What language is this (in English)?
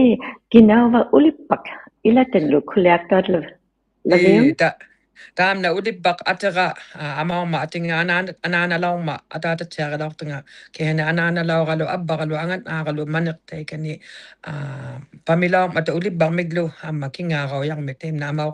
Inuktitut